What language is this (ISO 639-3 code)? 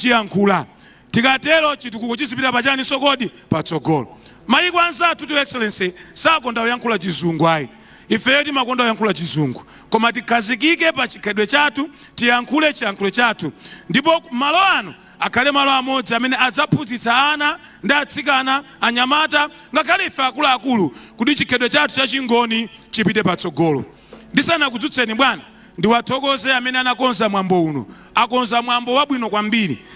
nya